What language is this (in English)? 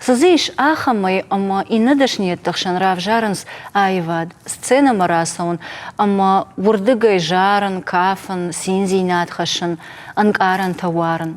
Ossetic